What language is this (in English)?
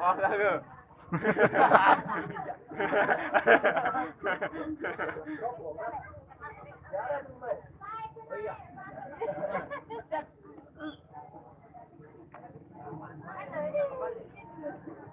Sasak